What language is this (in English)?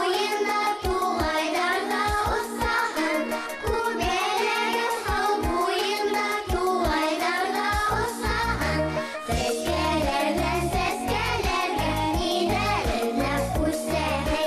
Bashkir